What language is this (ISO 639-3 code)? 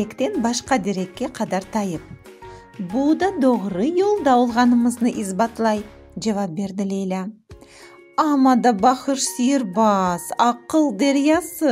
crh